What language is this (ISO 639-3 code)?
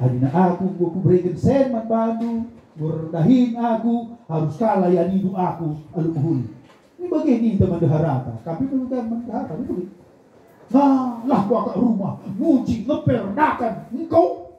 btx